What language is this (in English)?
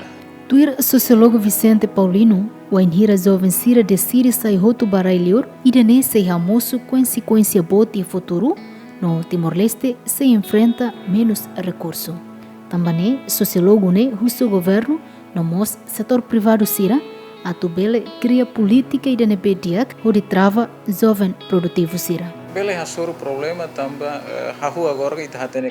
Tetum